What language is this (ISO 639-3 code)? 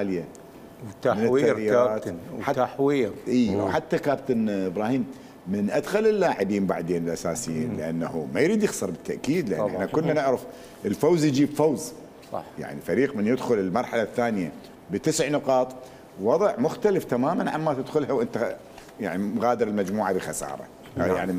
acm